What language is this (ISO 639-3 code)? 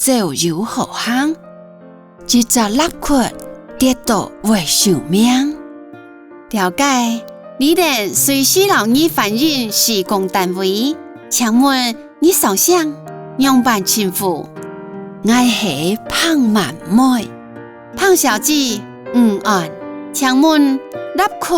hak